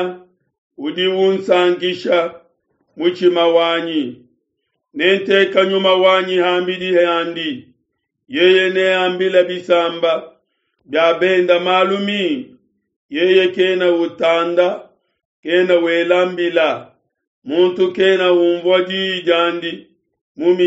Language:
Luba-Lulua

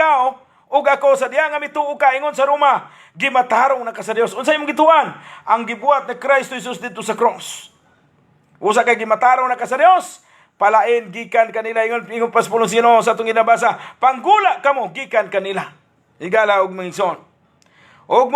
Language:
Cebuano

